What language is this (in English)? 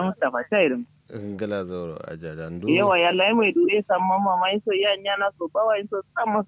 Kanuri